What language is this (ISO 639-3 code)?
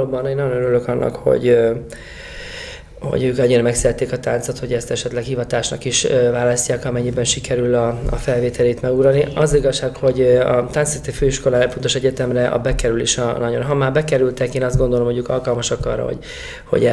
hun